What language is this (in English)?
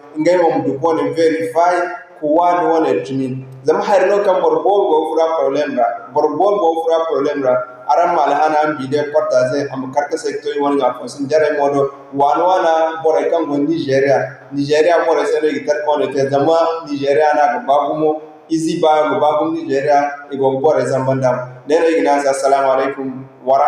Zarma